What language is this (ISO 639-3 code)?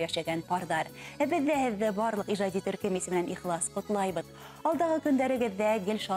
bak